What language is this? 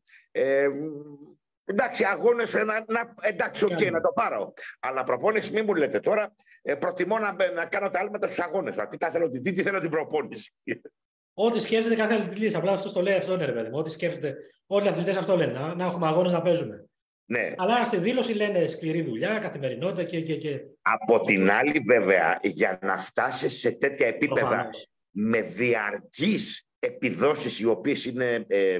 Greek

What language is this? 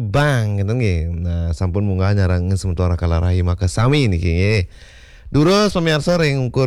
Balinese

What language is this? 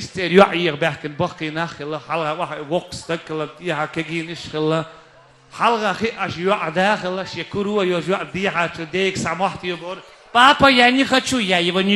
Chechen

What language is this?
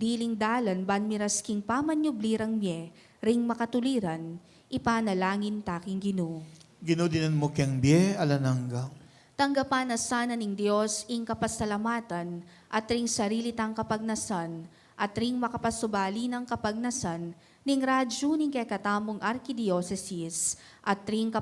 Pampanga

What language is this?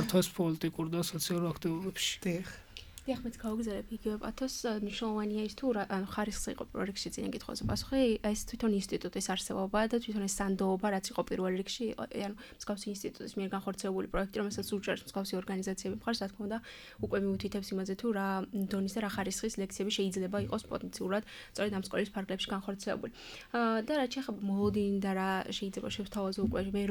Georgian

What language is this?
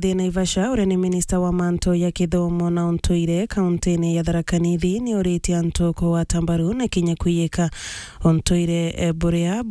Meru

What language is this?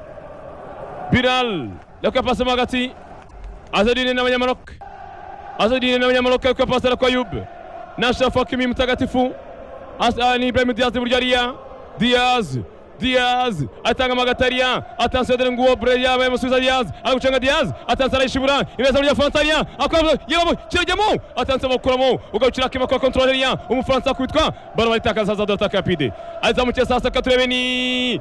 Kinyarwanda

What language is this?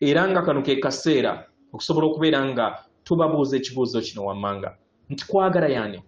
Ganda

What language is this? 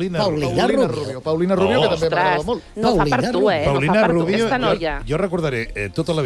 Catalan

